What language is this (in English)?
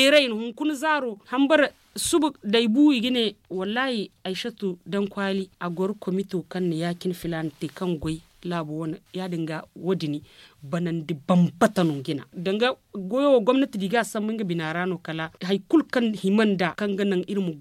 Zarma